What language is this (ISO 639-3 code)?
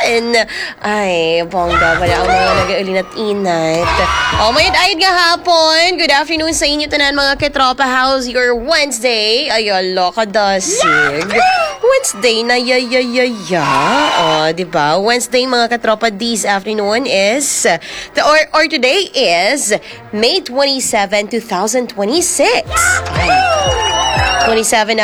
hil